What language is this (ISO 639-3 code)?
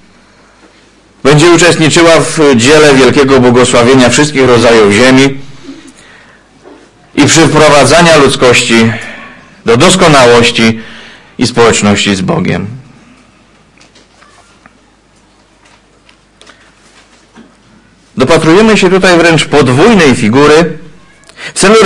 pol